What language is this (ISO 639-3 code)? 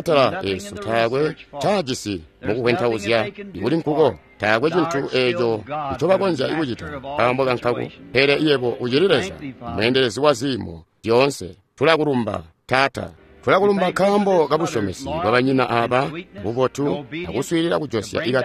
toi